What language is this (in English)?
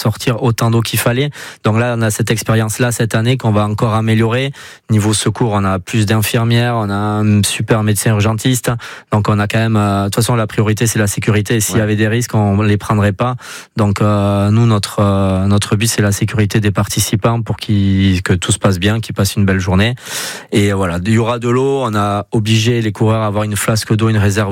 French